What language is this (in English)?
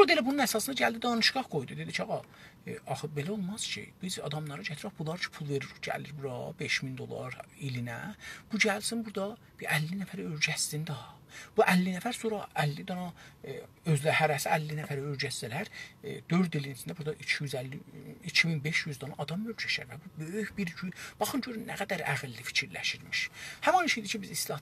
South Azerbaijani